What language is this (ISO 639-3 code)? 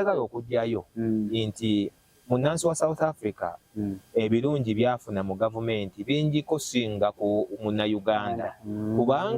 lug